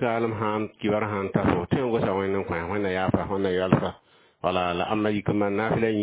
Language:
Mossi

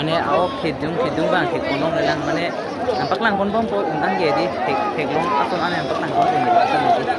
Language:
Karbi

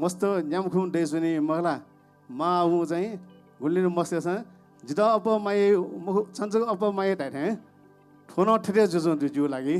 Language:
Newari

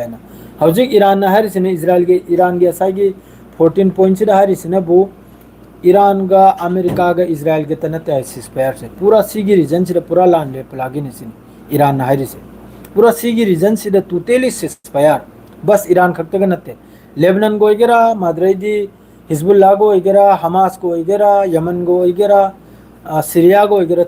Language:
Manipuri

